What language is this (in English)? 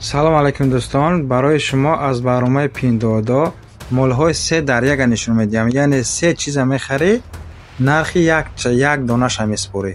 Tajik